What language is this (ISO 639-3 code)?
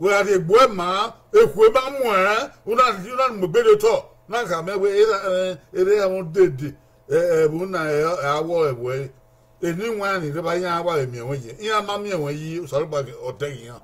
bin